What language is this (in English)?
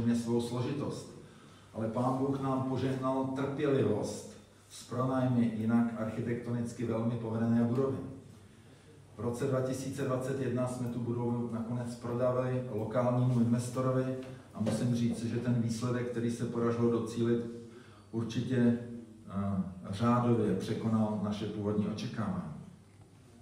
Czech